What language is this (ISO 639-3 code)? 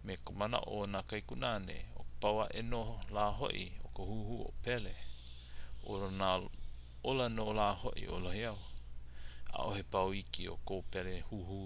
haw